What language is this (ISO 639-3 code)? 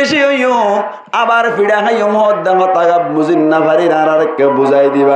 rhg